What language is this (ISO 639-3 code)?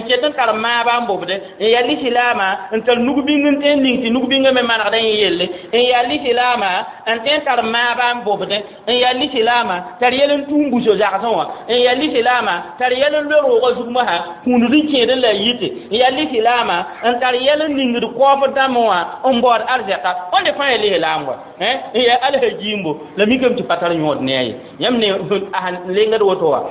mos